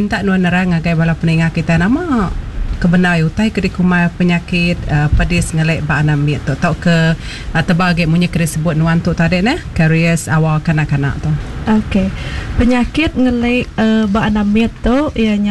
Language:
Iban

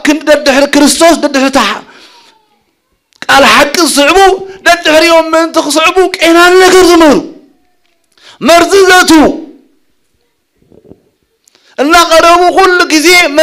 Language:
Tigrinya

